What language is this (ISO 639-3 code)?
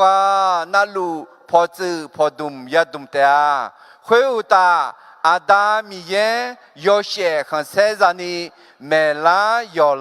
ahk